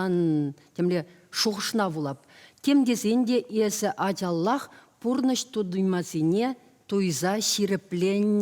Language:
Chuvash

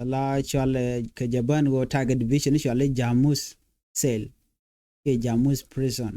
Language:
Nuer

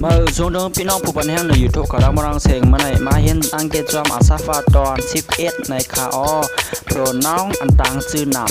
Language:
Shan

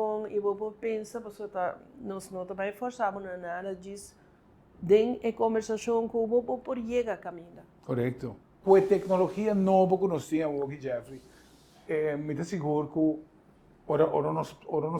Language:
Papiamento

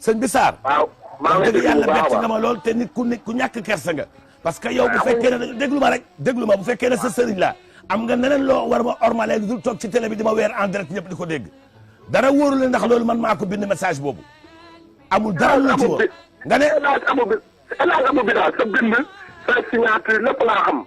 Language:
Wolof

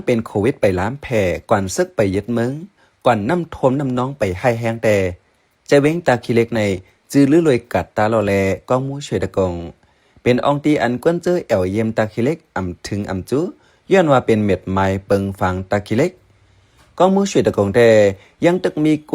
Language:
Shan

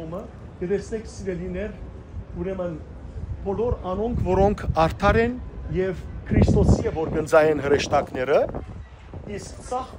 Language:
Western Armenian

